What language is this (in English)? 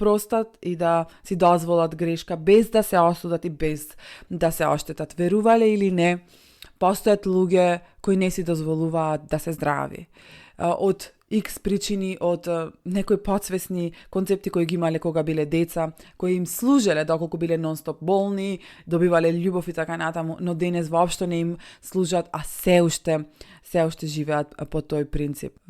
Macedonian